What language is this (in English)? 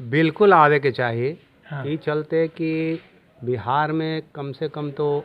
Magahi